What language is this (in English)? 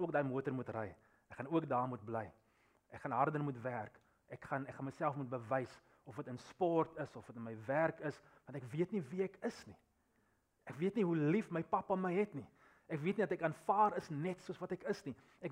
Afrikaans